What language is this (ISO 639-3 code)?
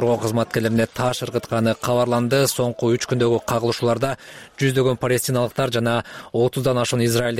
kir